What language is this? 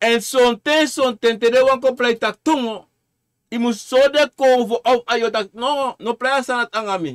Sranan Tongo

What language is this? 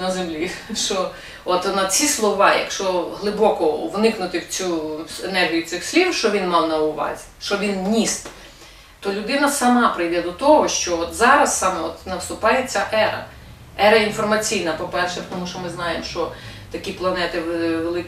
Ukrainian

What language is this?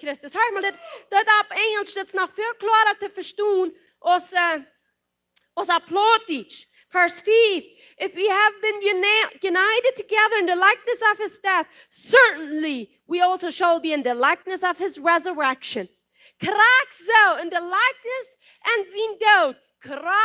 Plautdietsch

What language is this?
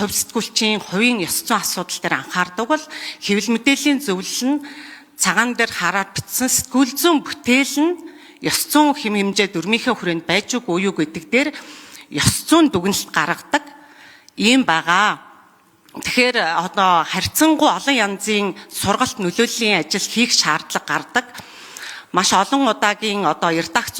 Mongolian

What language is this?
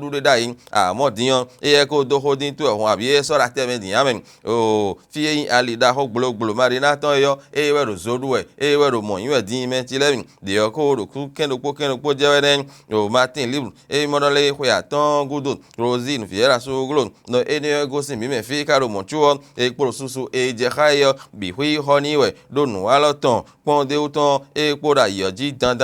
Fon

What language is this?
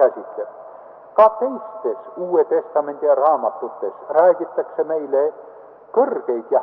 Estonian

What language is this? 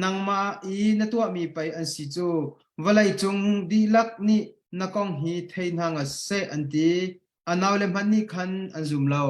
Hakha Chin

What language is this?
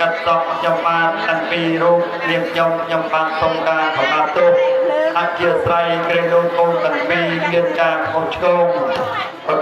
Khmer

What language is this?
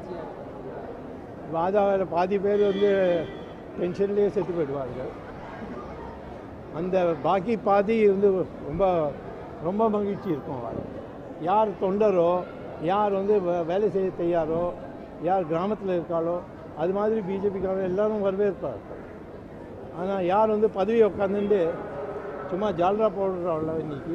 Tamil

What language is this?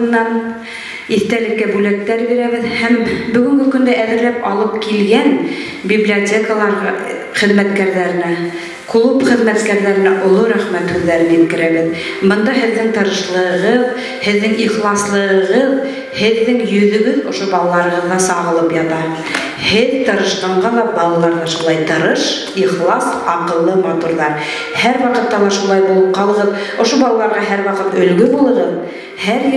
Bashkir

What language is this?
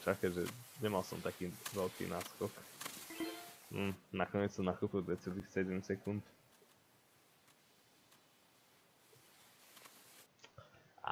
Slovak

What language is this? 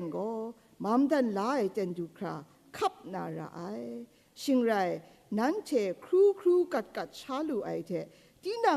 Kachin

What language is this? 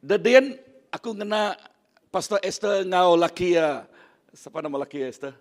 Iban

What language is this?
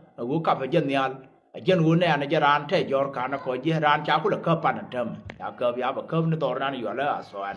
Nuer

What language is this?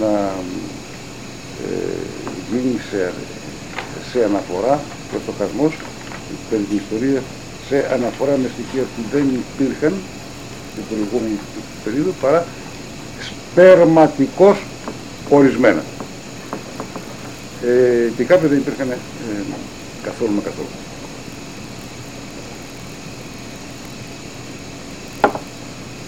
Greek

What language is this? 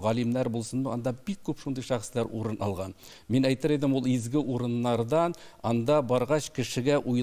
Tatar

